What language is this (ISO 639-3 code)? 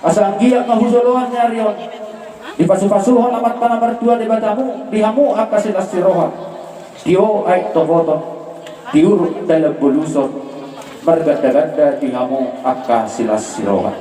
bbc